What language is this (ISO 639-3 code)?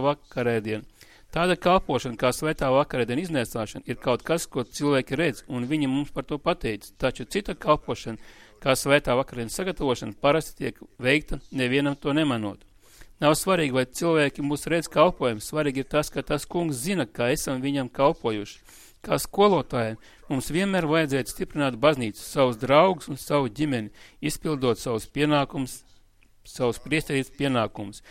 lav